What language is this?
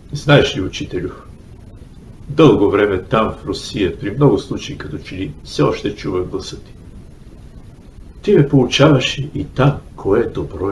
Bulgarian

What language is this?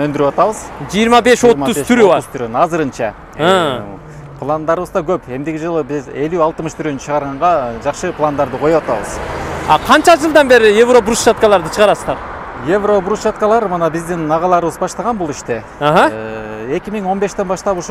Kyrgyz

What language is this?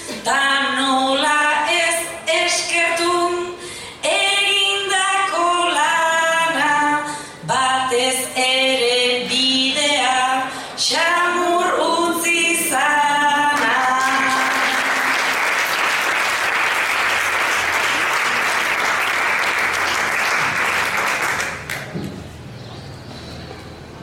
Basque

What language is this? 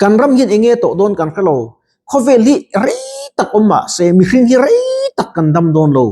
Mizo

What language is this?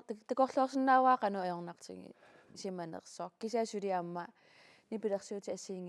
Kalaallisut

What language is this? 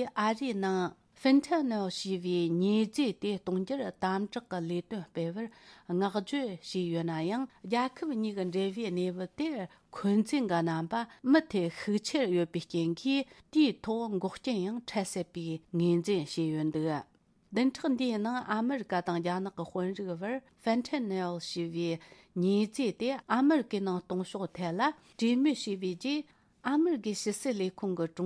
Tibetan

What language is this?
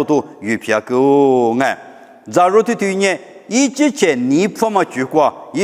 Lisu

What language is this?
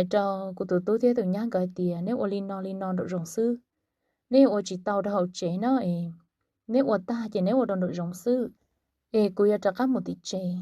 Hmong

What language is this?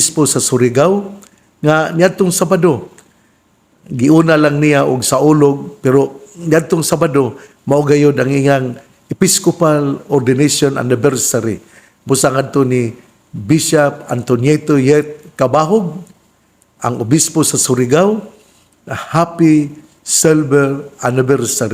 Cebuano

